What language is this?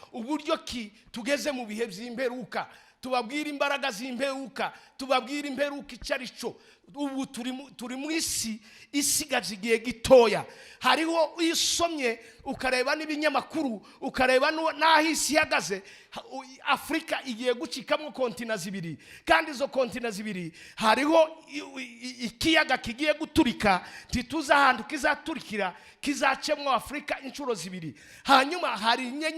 Rundi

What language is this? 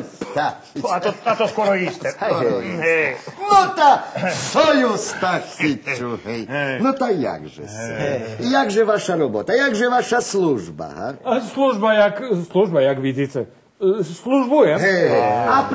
Rusyn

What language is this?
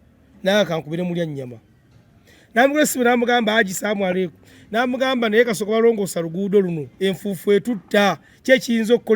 Ganda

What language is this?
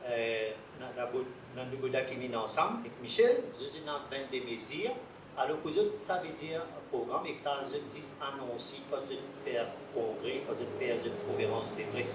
Morisyen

